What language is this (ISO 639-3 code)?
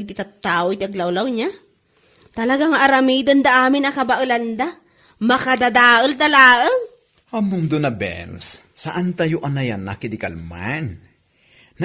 ilo